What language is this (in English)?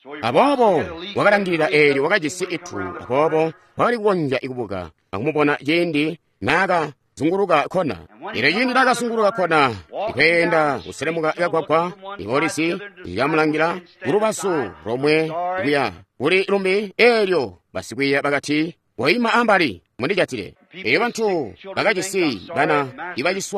Tonga (Zambia)